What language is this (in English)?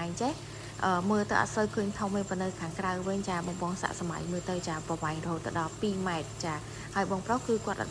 Khmer